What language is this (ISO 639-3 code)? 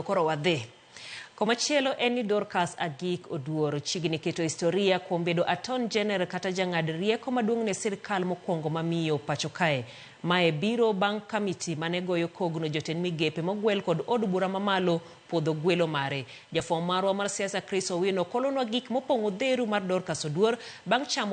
luo